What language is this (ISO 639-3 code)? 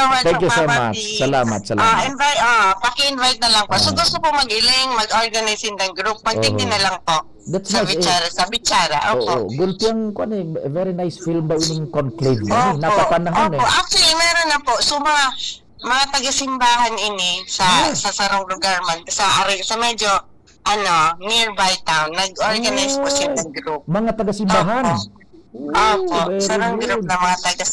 bik